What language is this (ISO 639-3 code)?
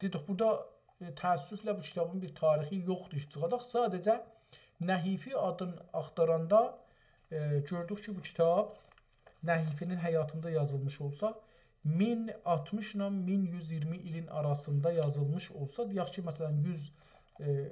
azb